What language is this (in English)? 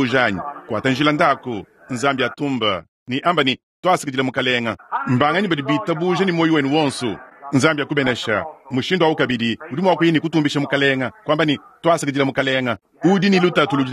Luba-Lulua